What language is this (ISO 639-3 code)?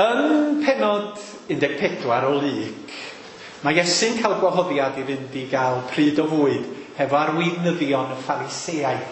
cym